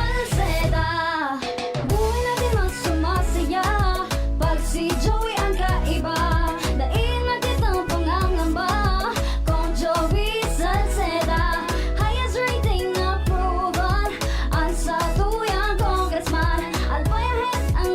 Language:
Bikol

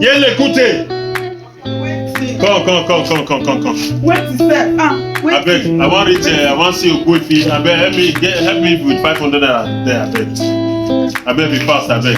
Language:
Nigerian Pidgin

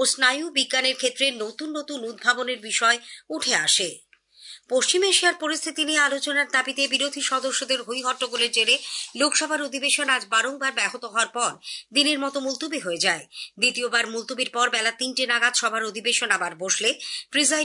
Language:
Bangla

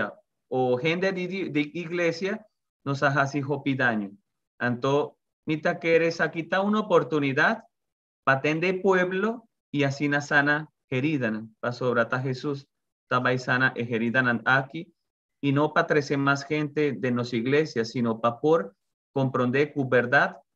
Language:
Papiamento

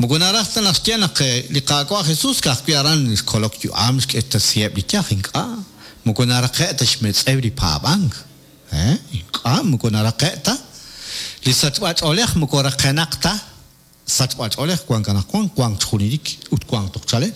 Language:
Kekchí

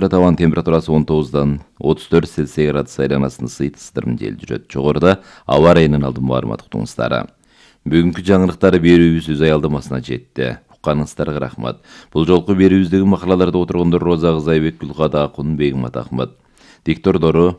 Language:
Kyrgyz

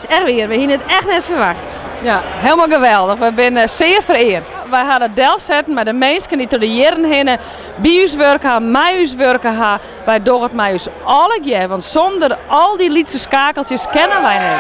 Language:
Western Frisian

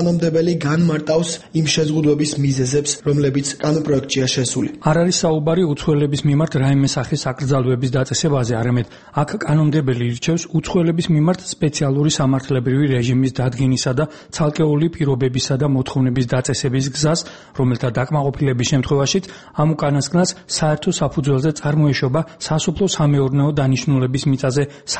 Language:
Georgian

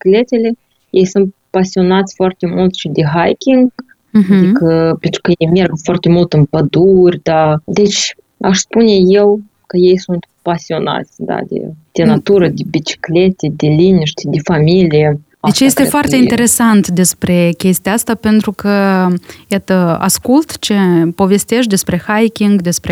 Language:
Romanian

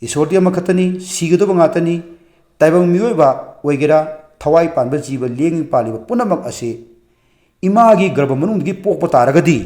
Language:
Manipuri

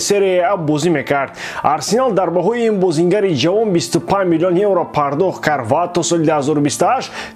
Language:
Tajik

